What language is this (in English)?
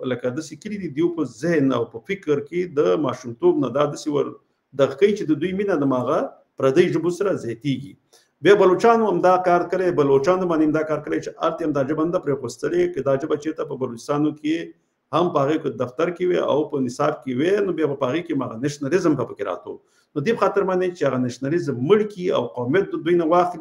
Pashto